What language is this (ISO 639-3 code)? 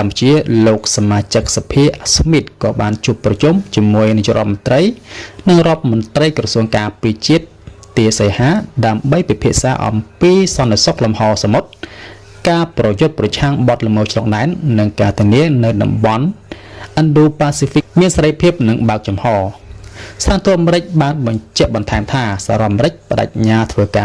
khm